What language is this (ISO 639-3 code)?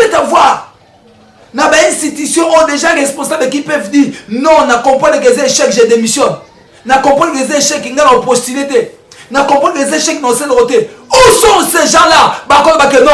lin